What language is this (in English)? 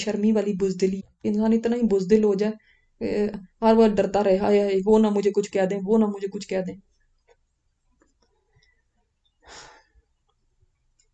Urdu